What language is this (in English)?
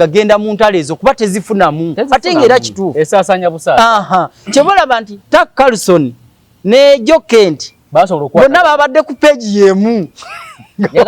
Ganda